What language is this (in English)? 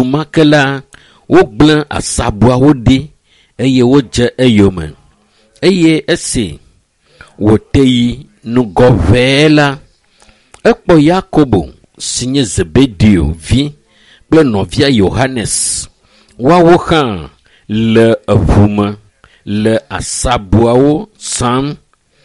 Ewe